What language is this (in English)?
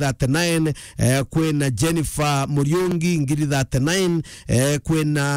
Meru